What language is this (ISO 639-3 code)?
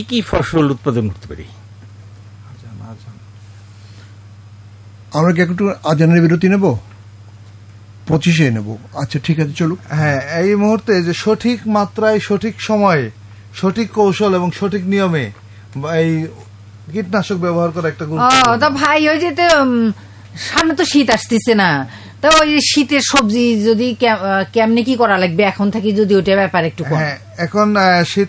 ben